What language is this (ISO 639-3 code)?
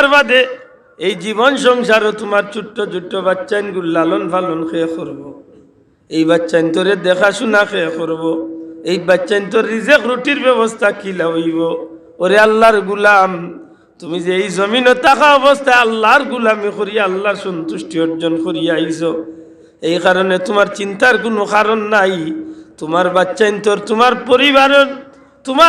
syl